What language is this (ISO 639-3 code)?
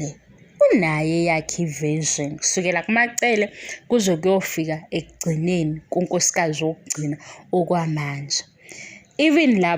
zul